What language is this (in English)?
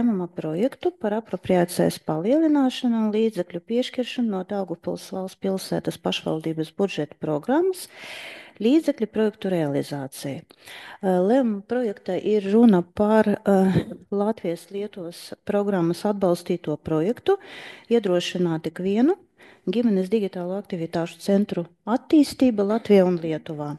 Latvian